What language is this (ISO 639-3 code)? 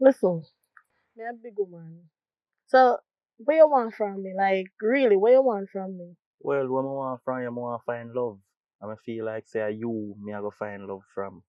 jam